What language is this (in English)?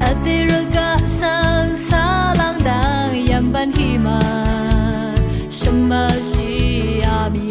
Rawang